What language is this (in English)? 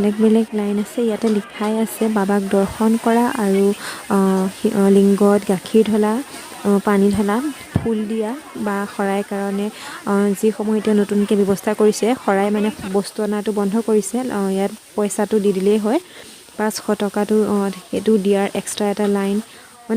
Assamese